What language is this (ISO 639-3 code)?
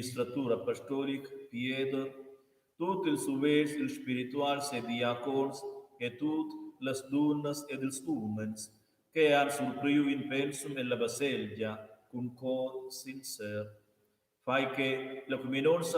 roh